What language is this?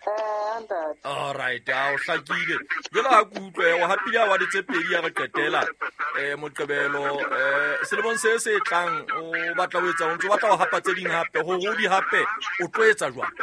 Southern Sotho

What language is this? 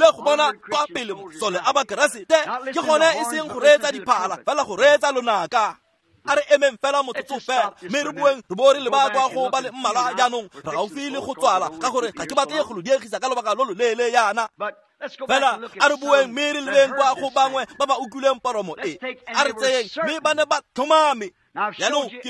Tswana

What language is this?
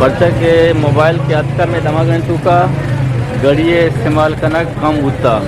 Eastern Balochi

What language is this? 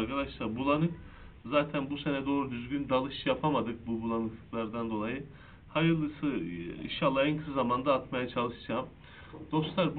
Turkish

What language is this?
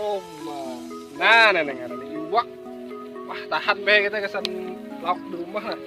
Banjar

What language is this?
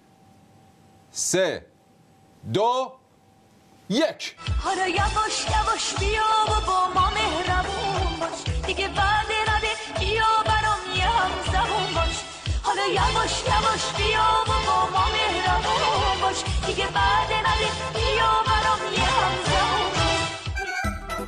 Persian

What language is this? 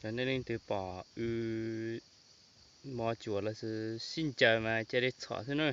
Hmong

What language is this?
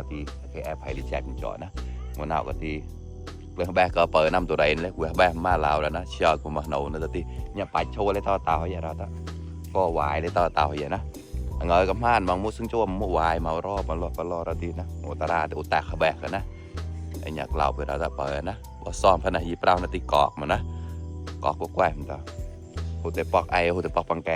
Mon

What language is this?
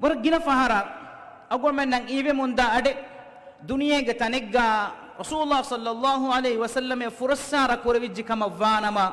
Divehi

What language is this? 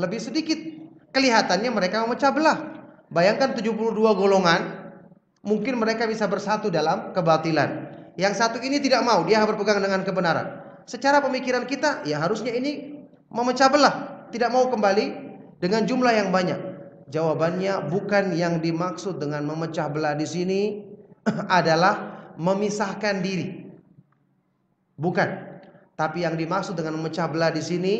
Indonesian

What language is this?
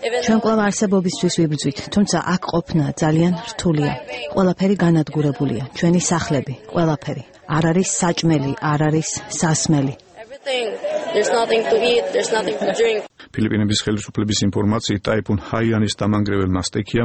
Georgian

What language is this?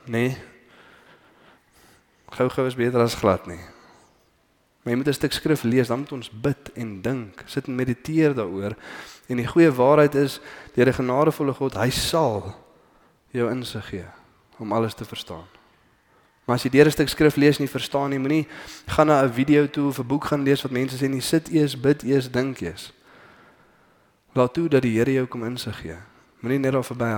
Afrikaans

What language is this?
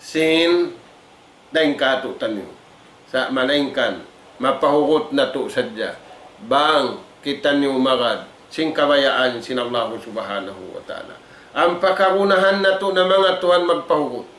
Tausug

